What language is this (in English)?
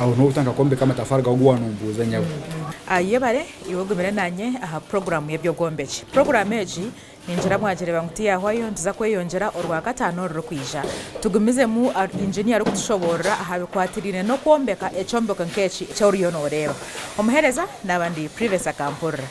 Nyankole